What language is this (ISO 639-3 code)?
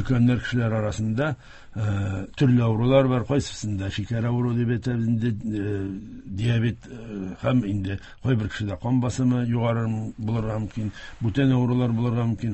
tat